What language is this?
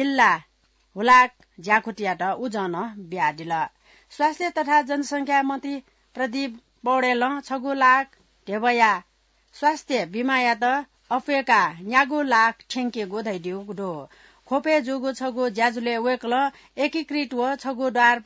Newari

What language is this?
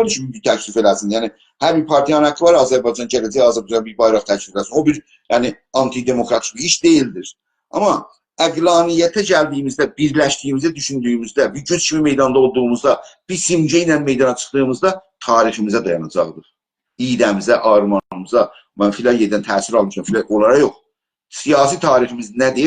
South Azerbaijani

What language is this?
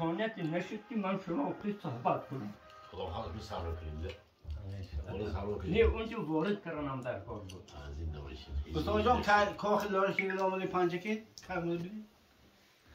Tajik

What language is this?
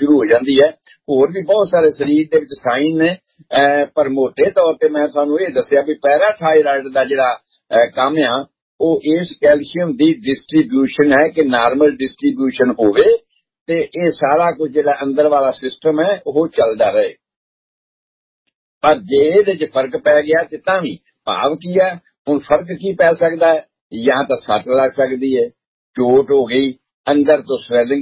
Punjabi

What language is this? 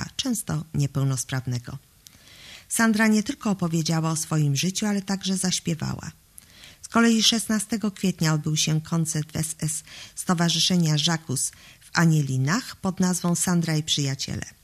Polish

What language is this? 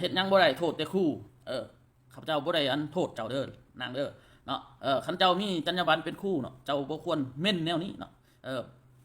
Lao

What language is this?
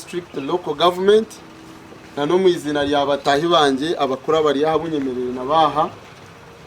Nyankole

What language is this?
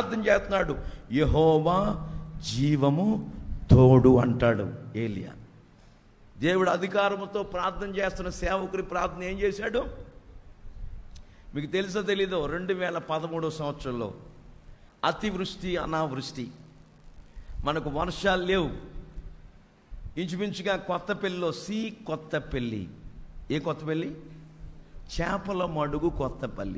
Telugu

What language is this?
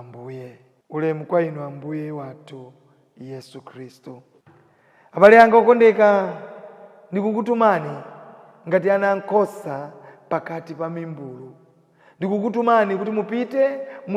Nyanja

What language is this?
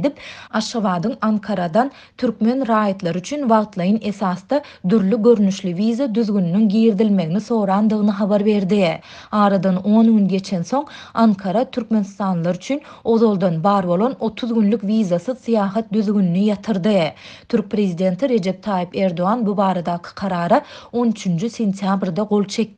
Turkmen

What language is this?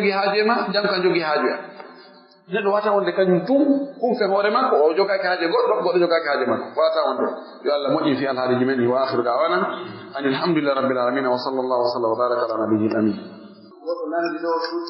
Fula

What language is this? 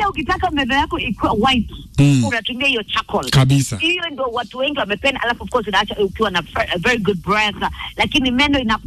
Swahili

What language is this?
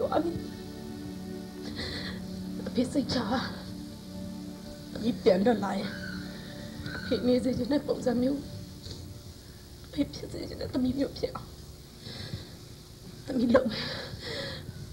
Burmese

